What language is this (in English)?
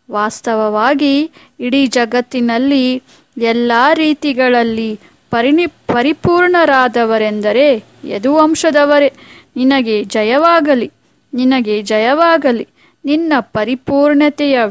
Kannada